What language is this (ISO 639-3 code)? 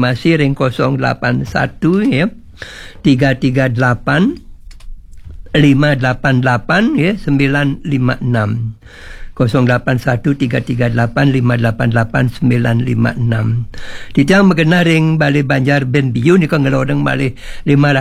ban